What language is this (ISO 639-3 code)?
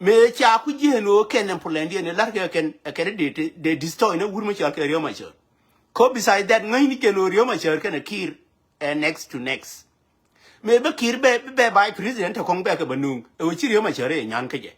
nus